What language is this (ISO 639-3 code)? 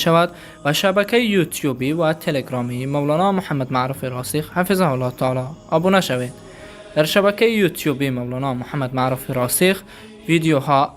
fas